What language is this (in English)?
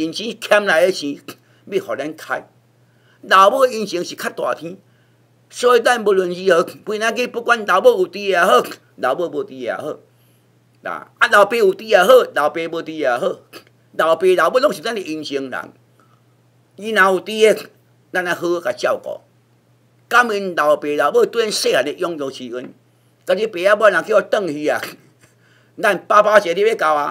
Min Nan Chinese